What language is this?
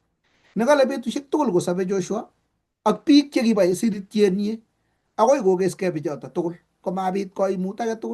Kalenjin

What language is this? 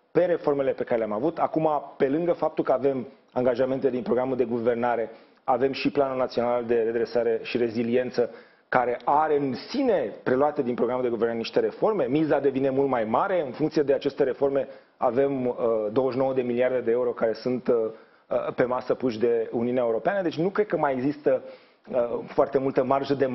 Romanian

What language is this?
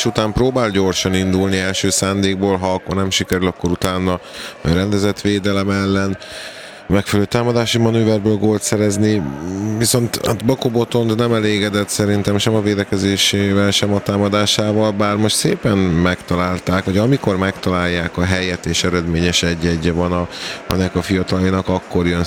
Hungarian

